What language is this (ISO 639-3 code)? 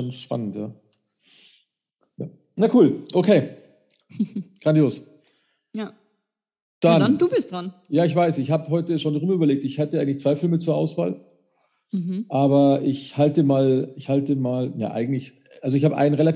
deu